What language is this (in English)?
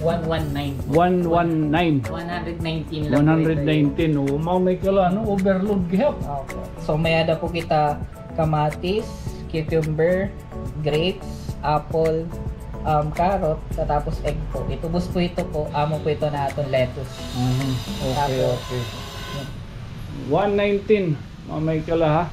Waray